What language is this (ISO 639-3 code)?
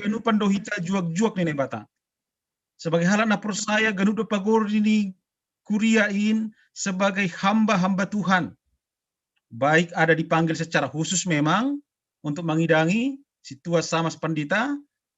bts